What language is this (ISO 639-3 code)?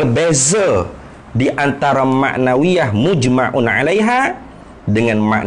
msa